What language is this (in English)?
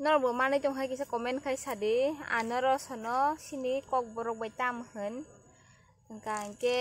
Kok Borok